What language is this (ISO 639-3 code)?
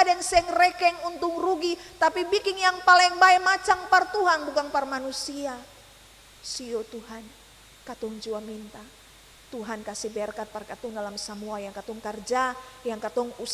abs